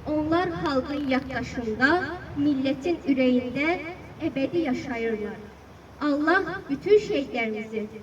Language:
Azerbaijani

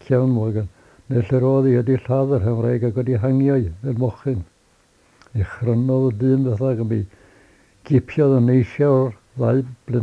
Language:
Welsh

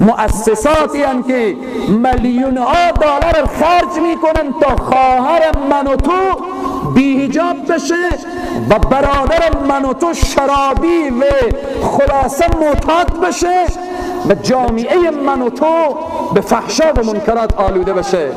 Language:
Persian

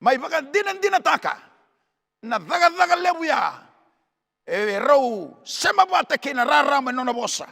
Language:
Fijian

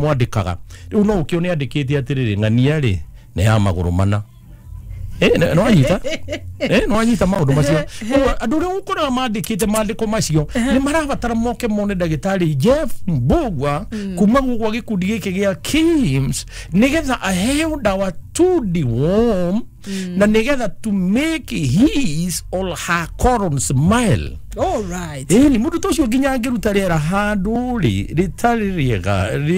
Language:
Kikuyu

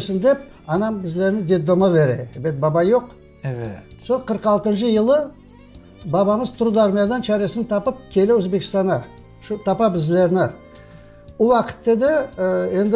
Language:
Crimean Tatar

